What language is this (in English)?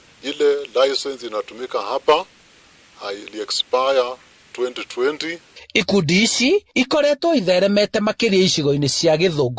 Kikuyu